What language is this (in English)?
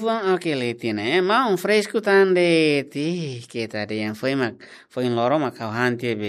Tetum